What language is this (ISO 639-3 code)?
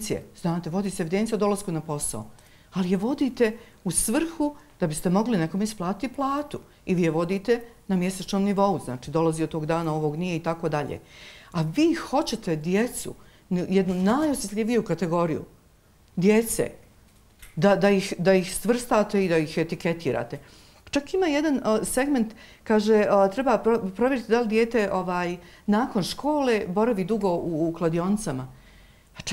bos